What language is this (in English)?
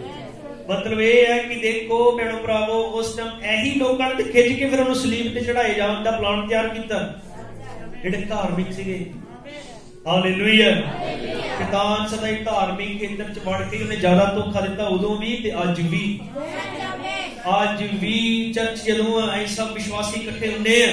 Punjabi